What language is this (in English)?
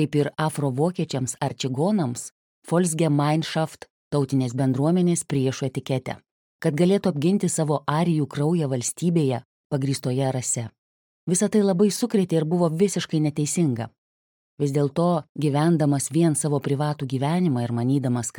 Lithuanian